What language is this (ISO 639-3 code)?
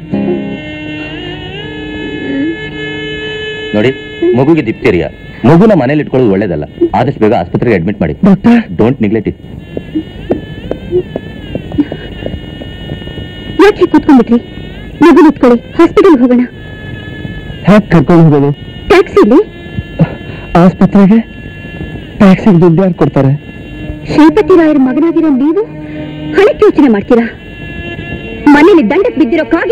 kan